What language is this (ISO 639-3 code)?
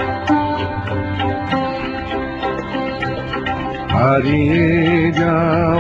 ben